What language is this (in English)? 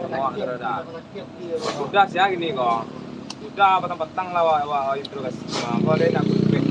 Minangkabau